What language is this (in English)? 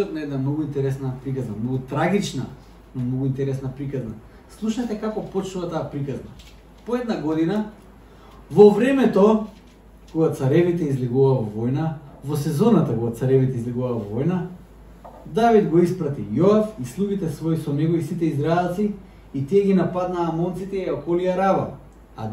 Macedonian